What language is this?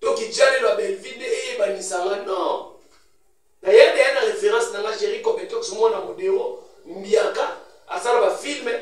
Lingala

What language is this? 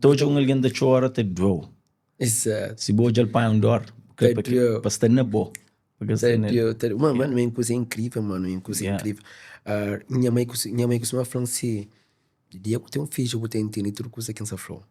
Kabuverdianu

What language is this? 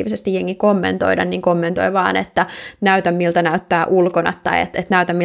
Finnish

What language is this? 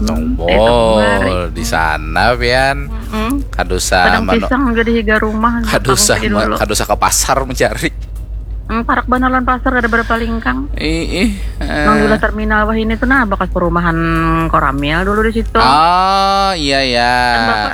Banjar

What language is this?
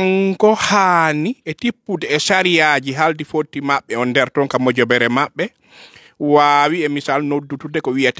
Fula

